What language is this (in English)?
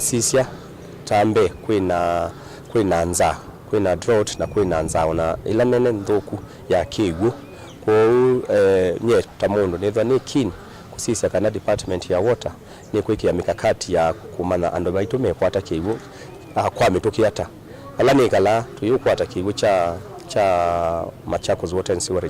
Kamba